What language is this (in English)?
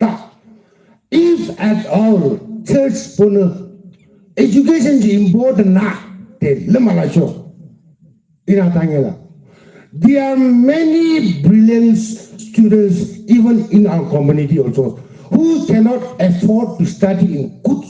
Yimchungru Naga